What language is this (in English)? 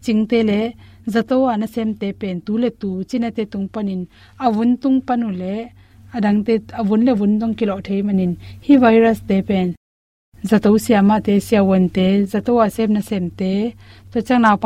Tedim Chin